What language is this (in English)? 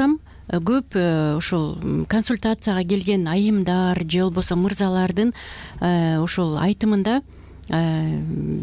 Kyrgyz